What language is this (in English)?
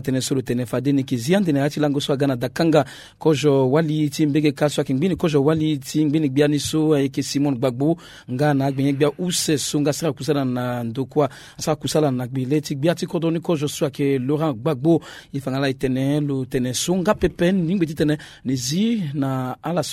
Sango